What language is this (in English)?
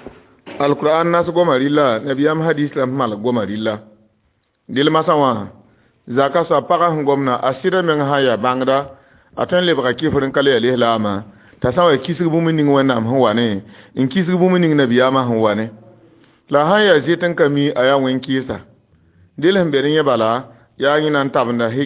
Mossi